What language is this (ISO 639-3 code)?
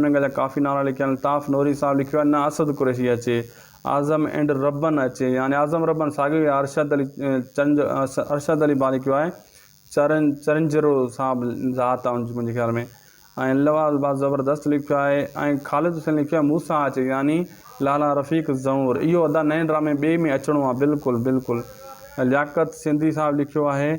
snd